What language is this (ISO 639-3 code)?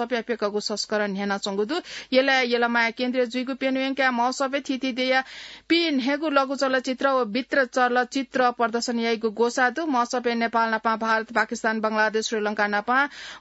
new